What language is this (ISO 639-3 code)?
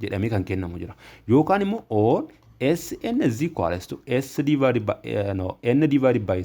orm